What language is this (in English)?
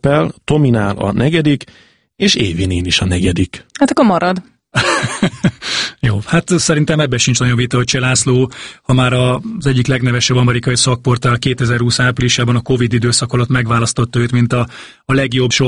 Hungarian